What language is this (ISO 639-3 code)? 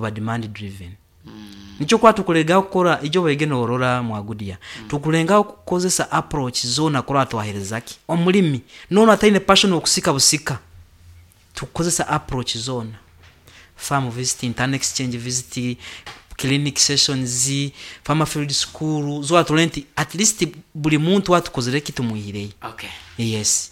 nyn